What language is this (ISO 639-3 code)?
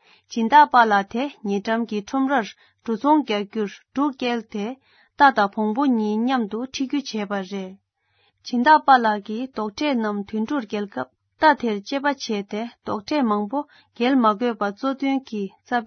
bod